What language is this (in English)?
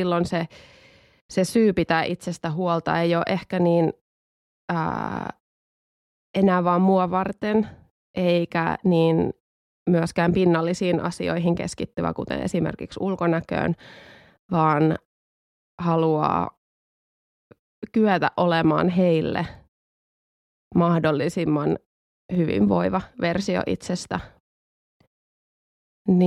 Finnish